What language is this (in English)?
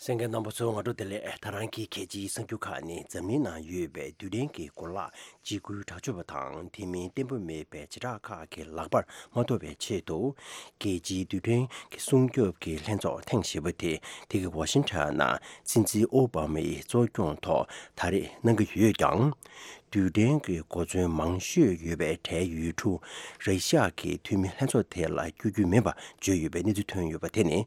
Tibetan